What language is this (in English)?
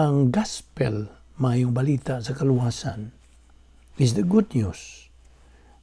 Cebuano